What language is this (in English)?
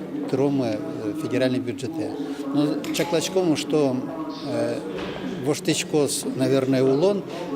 Udmurt